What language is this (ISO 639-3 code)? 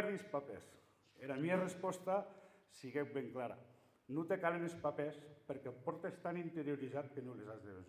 oci